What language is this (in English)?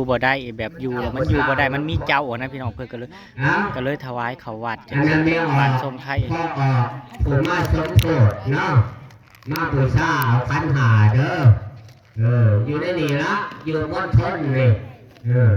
Northeastern Thai